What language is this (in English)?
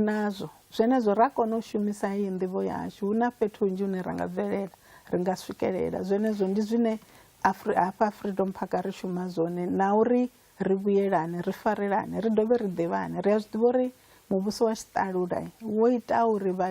Venda